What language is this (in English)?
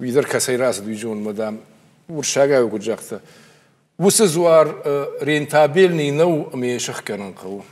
Ossetic